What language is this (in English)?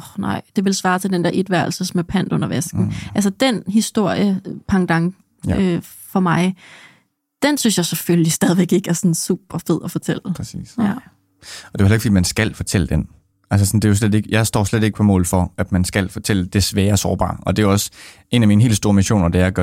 Danish